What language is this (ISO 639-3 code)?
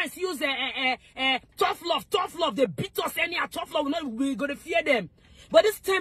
pcm